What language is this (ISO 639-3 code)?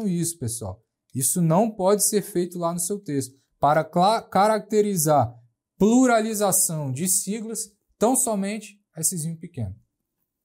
por